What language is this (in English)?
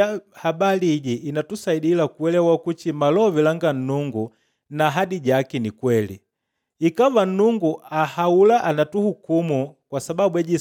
Makonde